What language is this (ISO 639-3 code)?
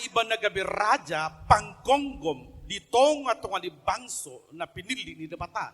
bbc